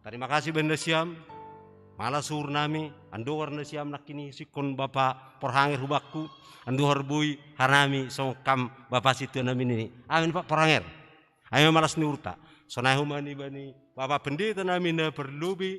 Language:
Batak Simalungun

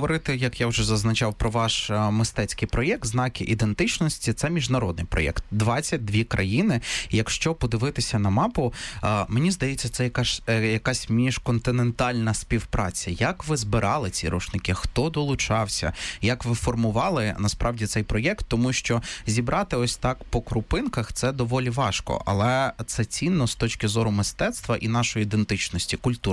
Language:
Ukrainian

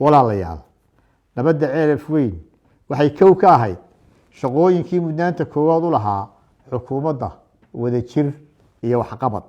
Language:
Somali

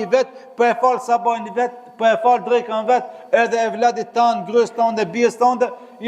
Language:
Albanian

